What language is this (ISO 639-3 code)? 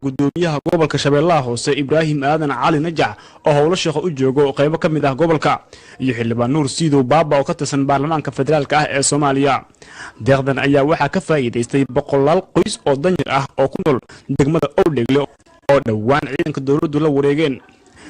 som